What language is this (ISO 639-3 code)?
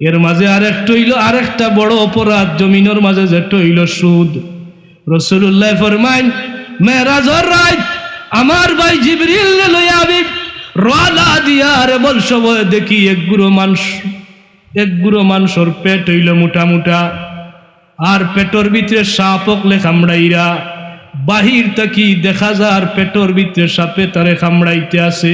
syl